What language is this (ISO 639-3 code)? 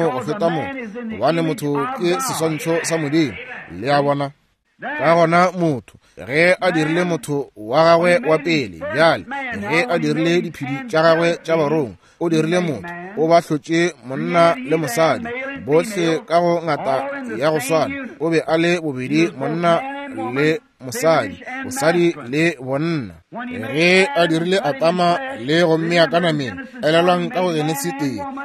nso